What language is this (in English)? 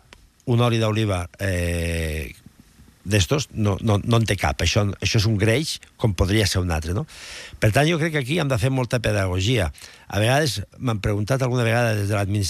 Catalan